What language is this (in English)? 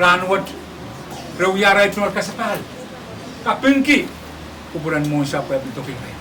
Pohnpeian